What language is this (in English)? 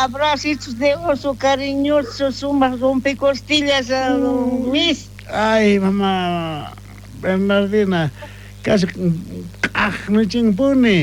South Bolivian Quechua